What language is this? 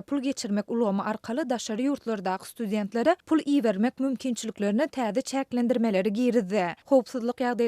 Turkmen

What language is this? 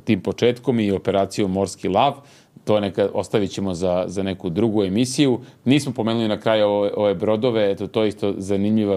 Serbian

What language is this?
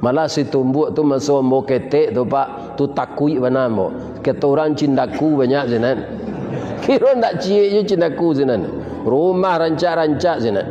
Minangkabau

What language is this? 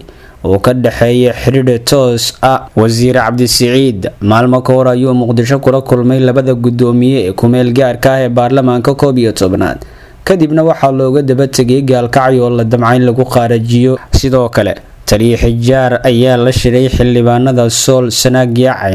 Somali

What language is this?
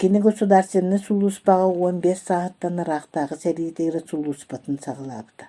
Yakut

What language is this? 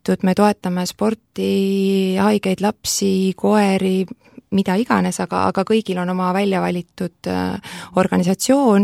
Estonian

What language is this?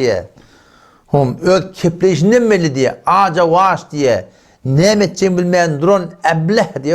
Turkmen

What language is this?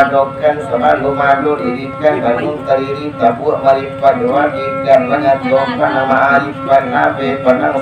Minangkabau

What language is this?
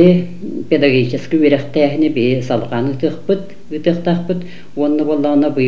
Yakut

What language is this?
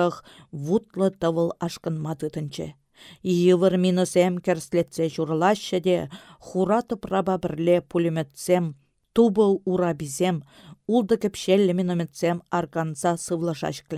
Chuvash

